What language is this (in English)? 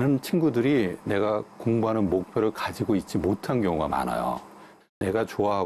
Korean